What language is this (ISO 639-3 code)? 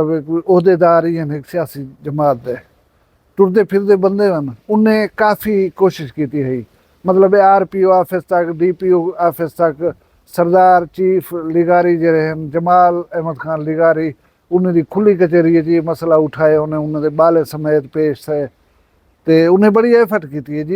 skr